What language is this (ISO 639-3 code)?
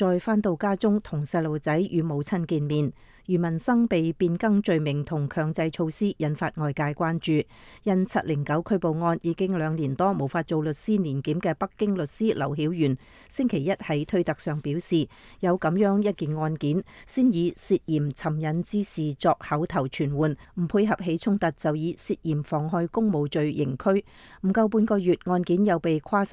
yue